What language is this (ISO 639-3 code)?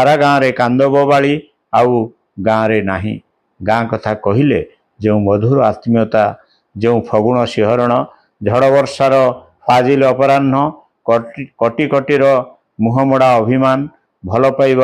ori